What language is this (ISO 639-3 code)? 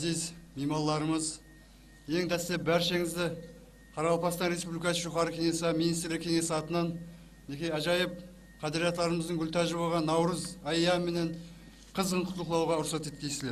kaa